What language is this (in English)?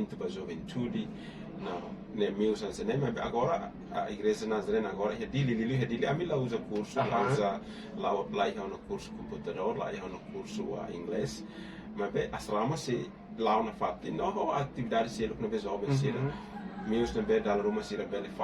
Tetum